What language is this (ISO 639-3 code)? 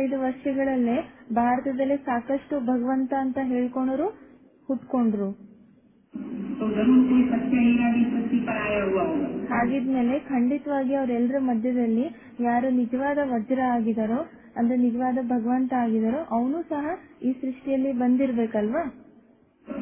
kan